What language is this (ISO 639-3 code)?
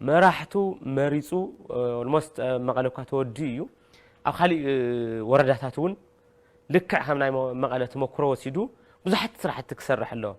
tir